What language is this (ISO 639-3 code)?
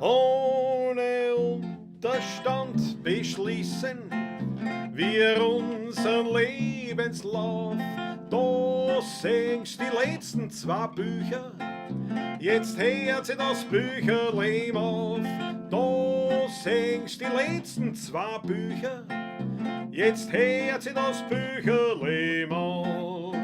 bar